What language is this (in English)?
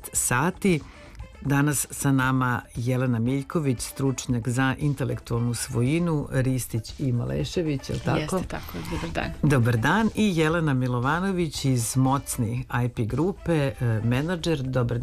Serbian